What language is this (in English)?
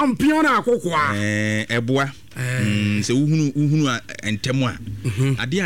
Akan